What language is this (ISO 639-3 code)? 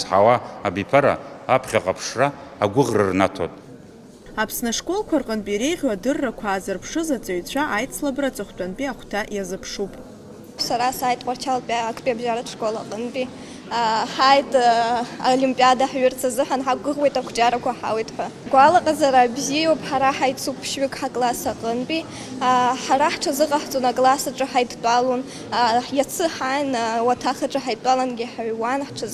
abk